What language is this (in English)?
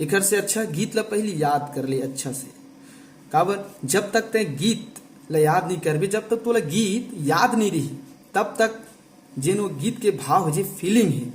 Chhattisgarhi